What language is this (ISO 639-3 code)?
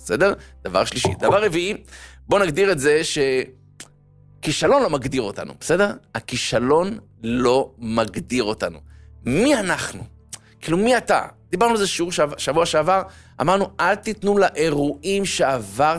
heb